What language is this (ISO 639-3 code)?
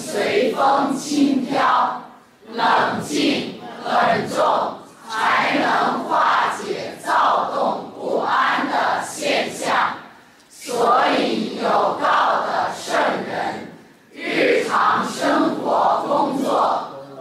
zho